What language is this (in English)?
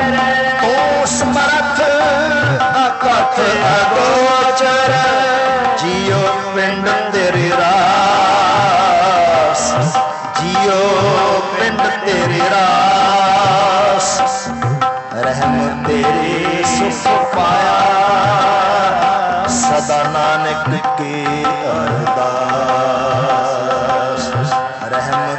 Punjabi